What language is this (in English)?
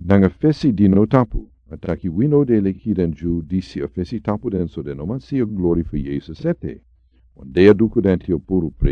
Sranan Tongo